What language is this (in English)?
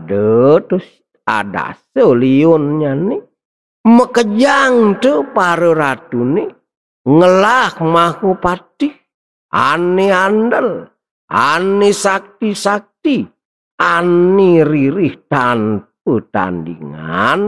Balinese